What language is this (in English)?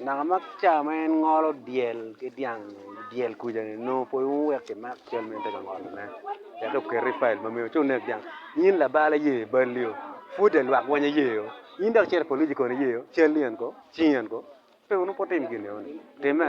Acoli